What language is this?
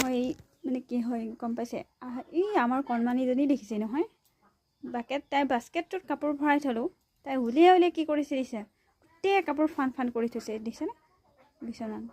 Assamese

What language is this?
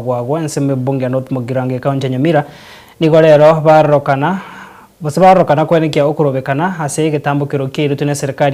Gusii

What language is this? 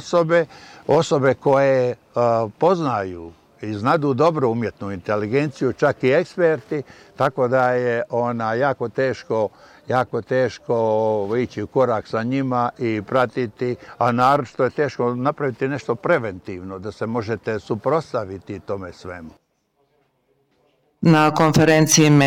Bosnian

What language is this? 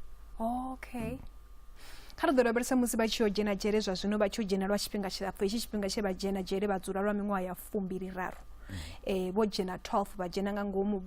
Venda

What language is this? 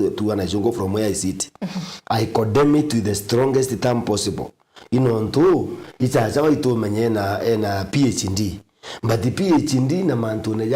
Meru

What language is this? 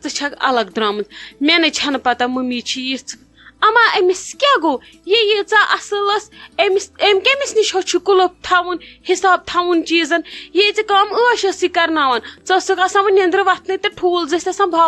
Kashmiri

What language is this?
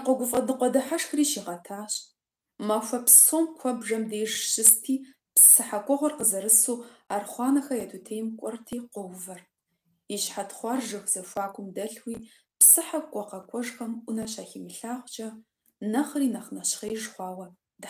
Kabardian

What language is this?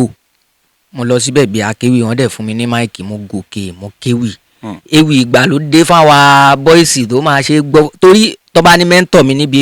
Yoruba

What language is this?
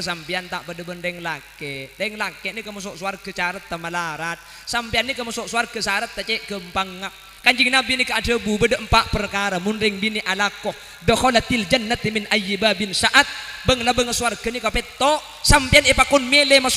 Madurese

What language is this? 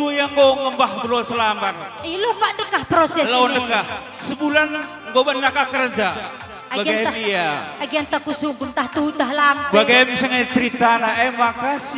Batak Karo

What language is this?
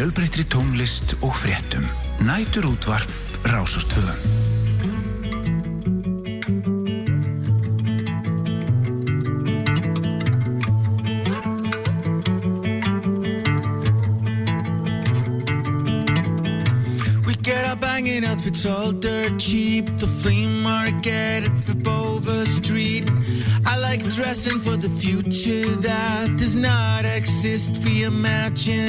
Icelandic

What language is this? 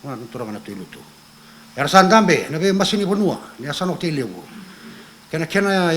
Fijian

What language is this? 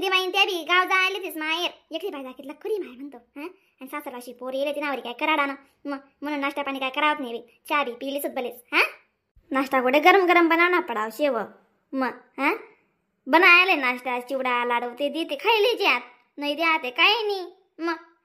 Khandesi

